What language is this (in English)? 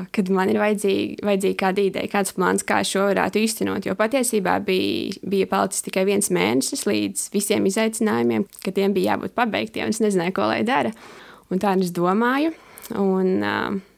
Latvian